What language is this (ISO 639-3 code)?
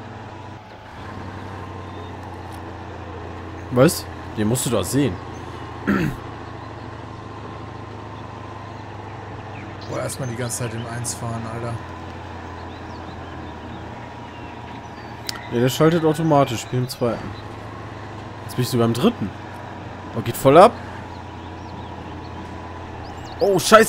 deu